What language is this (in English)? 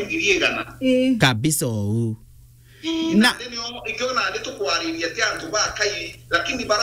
Meru